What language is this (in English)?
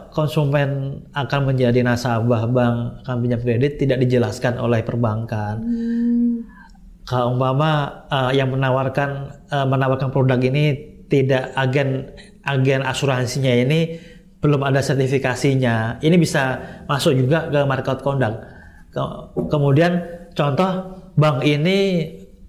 Indonesian